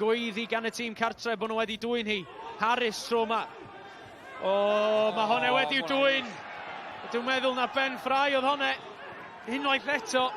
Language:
Welsh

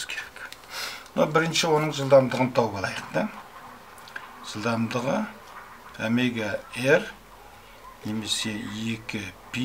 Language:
Kazakh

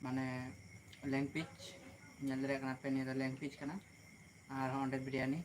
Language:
Santali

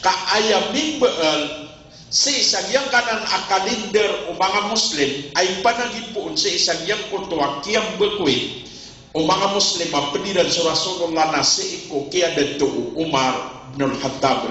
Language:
Maranao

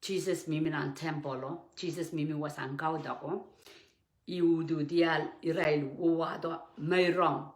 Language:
Pohnpeian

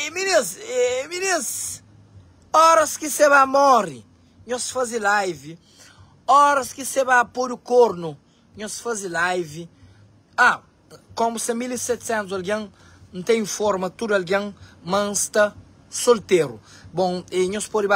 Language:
Kabuverdianu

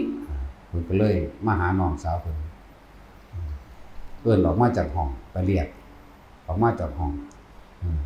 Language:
Northeastern Thai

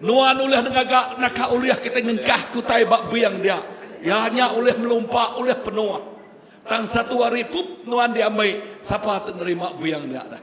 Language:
Iban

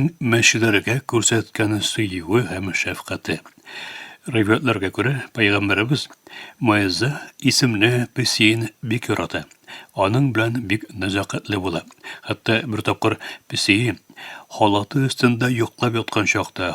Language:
Tatar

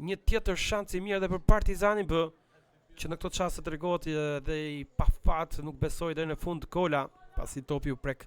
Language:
Albanian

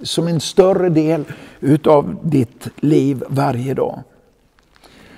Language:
Swedish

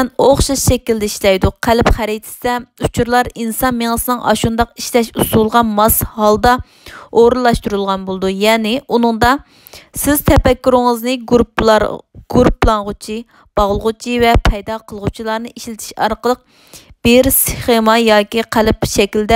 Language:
Uyghur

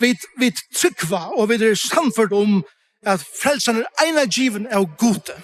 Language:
Faroese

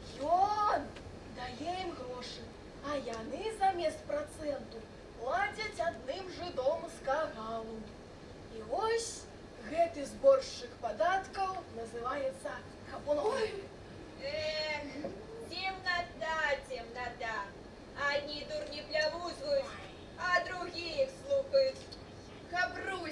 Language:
Belarusian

